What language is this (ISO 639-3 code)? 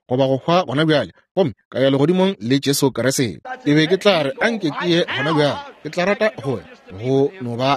nso